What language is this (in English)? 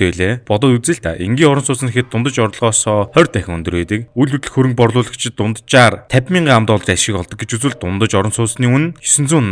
Mongolian